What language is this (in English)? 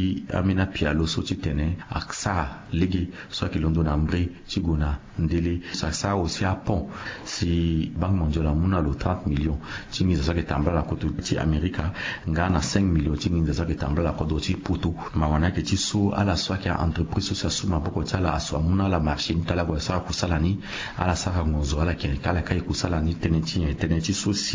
Sango